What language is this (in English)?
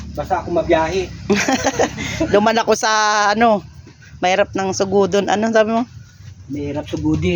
Bikol